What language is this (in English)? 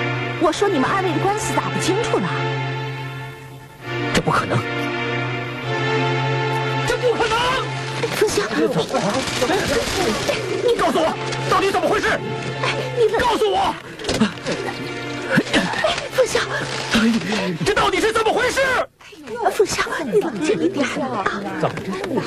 Chinese